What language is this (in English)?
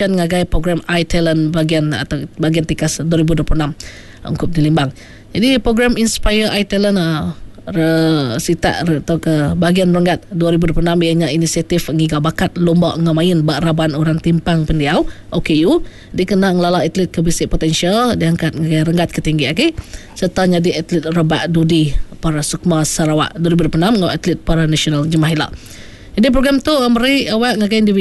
Iban